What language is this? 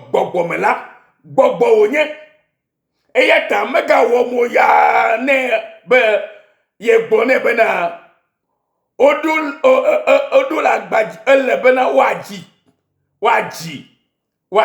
Ewe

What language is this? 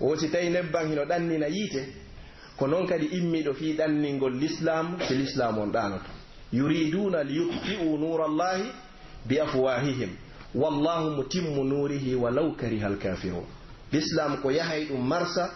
Pular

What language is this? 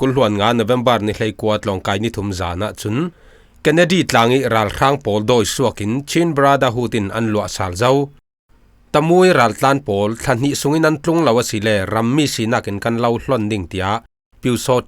Falam Chin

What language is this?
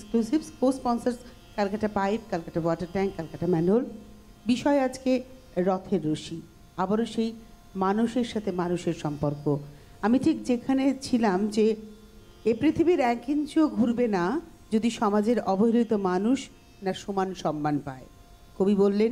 Bangla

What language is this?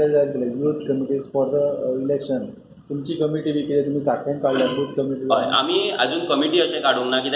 Konkani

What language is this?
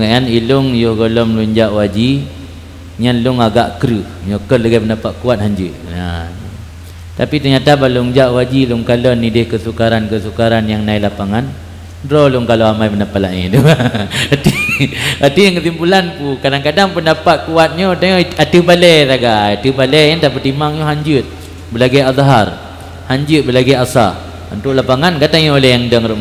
Achinese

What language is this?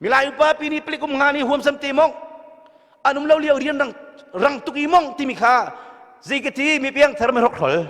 Hakha Chin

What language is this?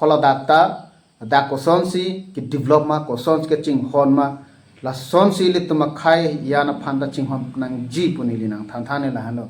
Karbi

